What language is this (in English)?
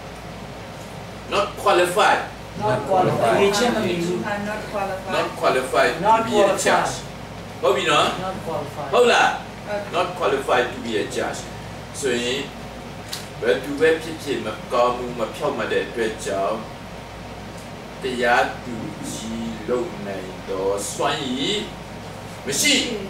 Burmese